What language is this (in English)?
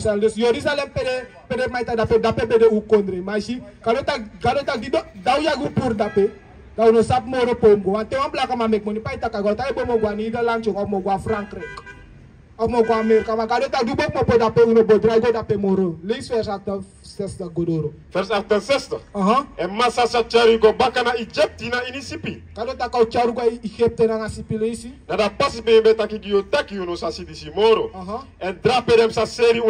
Sranan Tongo